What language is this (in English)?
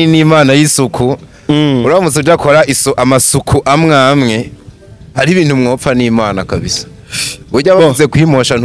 Rundi